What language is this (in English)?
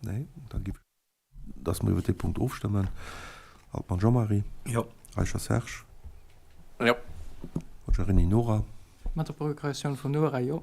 Luxembourgish